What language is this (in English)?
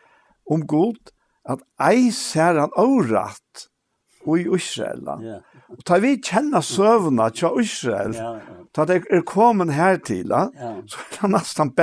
Faroese